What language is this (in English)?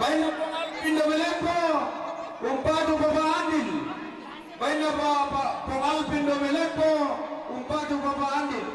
Toraja-Sa'dan